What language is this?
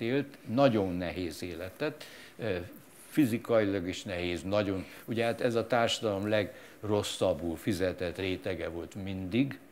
Hungarian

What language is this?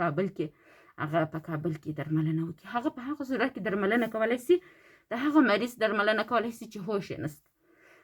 Pashto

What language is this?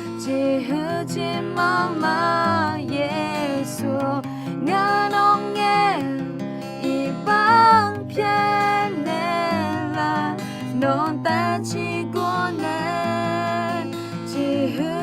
Akha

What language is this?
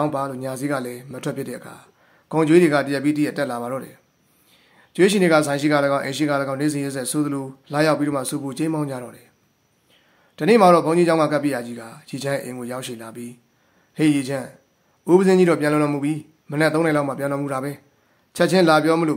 Burmese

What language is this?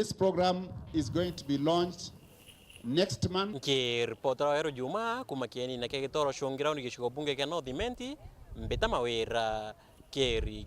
Meru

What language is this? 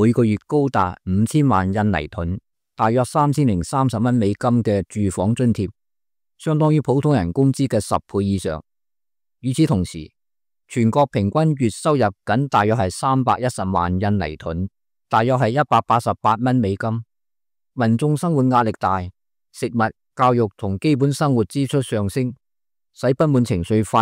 Cantonese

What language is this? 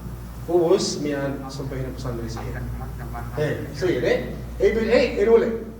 Yakan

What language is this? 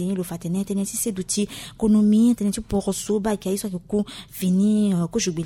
Sango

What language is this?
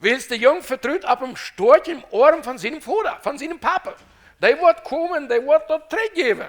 Plautdietsch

